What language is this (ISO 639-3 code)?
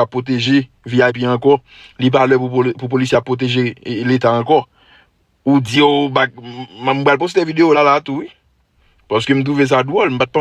hat